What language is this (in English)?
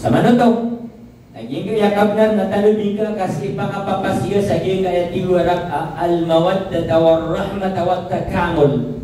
Maranao